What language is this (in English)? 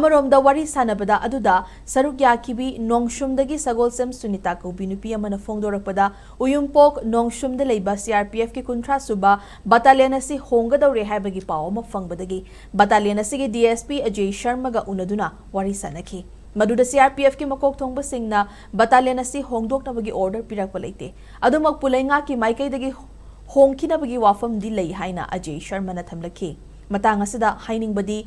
Manipuri